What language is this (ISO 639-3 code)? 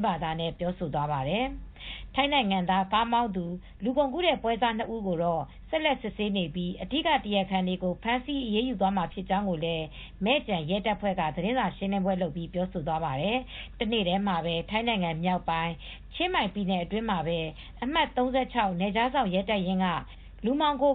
mya